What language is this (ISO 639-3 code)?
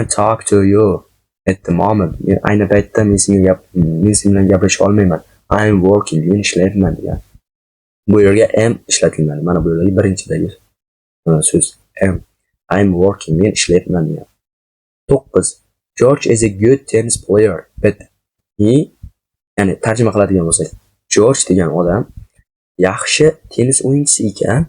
uzb